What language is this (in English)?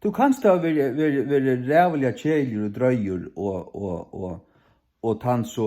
Faroese